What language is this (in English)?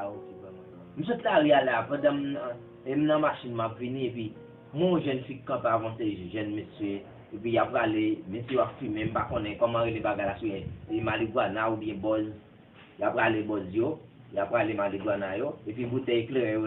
Haitian Creole